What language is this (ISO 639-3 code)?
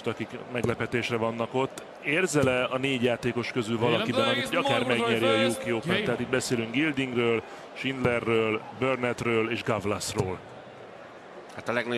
hun